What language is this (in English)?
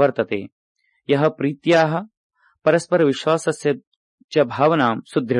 Sanskrit